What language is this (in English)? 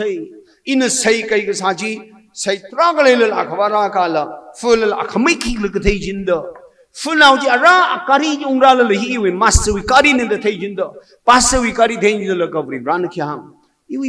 Tangkhul Naga (India)